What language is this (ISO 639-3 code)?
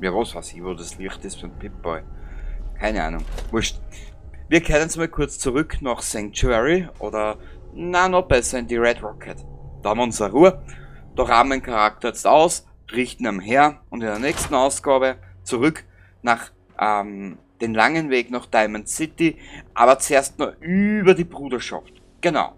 bar